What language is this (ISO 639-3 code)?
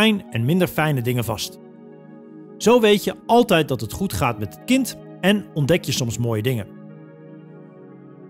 nld